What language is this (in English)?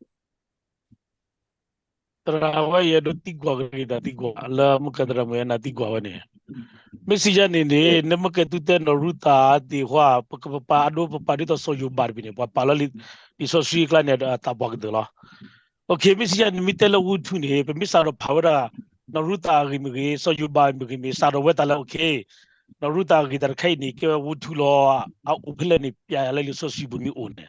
S'gaw Karen